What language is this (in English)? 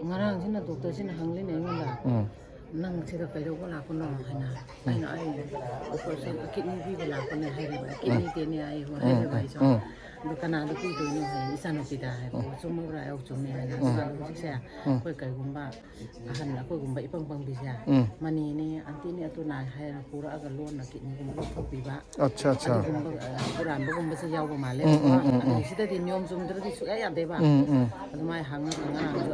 Manipuri